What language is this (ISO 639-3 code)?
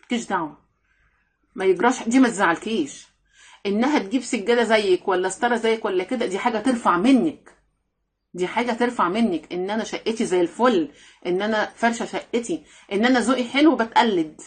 arz